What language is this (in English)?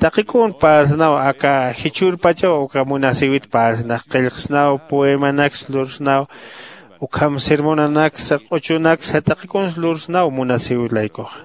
Aymara